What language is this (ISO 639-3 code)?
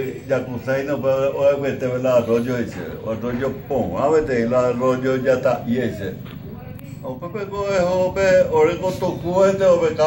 grn